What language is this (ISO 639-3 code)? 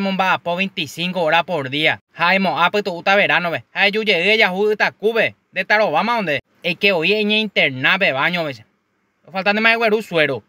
grn